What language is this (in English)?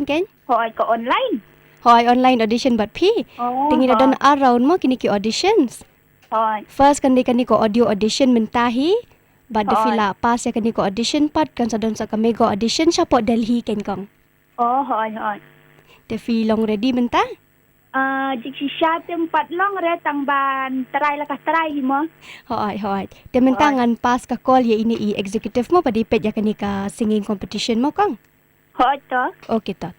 Khasi